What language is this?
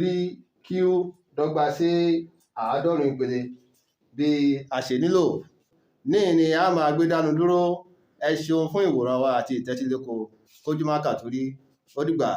Yoruba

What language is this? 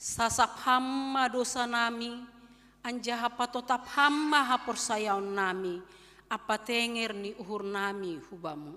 Batak Simalungun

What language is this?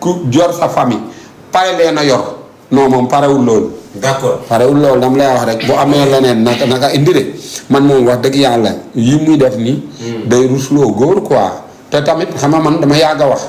Wolof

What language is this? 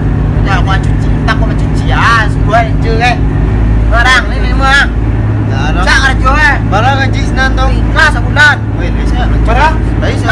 Minangkabau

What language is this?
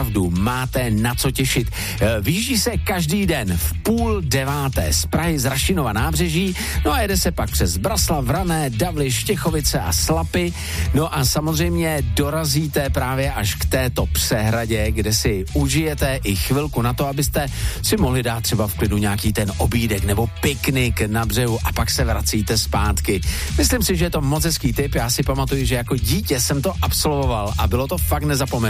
Czech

